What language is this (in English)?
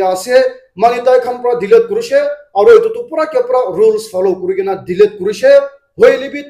Naga Pidgin